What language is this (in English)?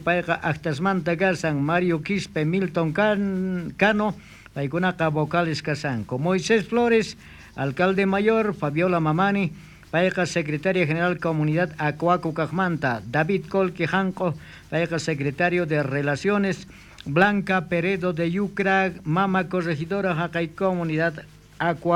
South Bolivian Quechua